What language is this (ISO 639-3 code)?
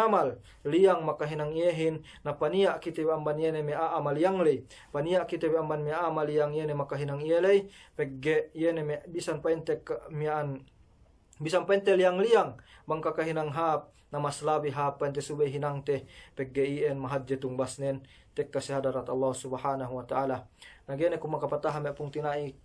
yka